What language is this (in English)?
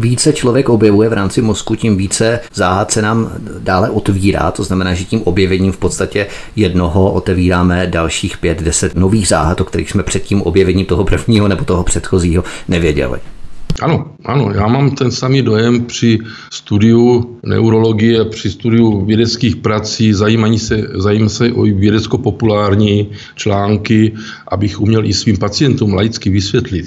Czech